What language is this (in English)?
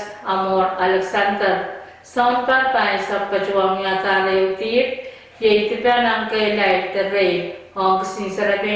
Pohnpeian